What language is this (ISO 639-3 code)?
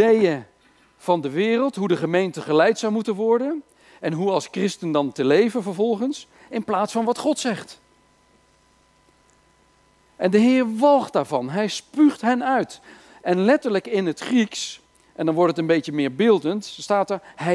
nld